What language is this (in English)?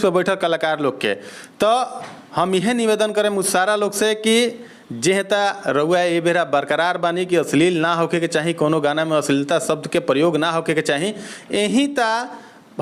Bhojpuri